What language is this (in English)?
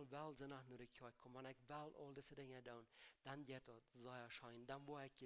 Plautdietsch